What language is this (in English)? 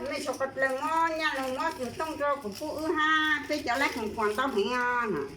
Hmong